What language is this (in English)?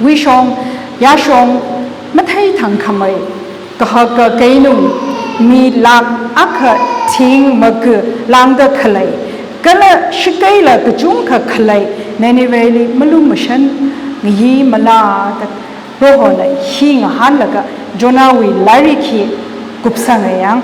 Tangkhul Naga (India)